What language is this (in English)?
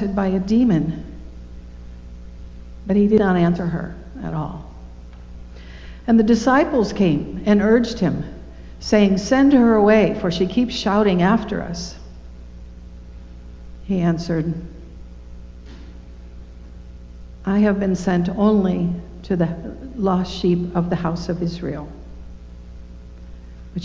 English